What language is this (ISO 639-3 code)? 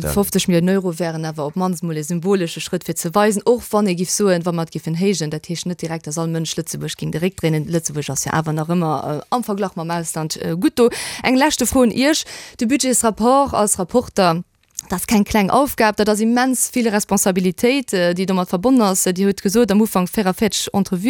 ltz